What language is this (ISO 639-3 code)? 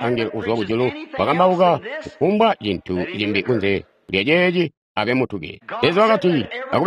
toi